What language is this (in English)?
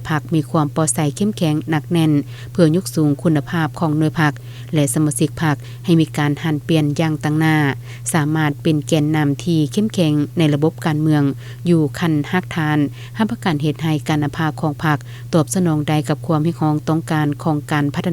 Lao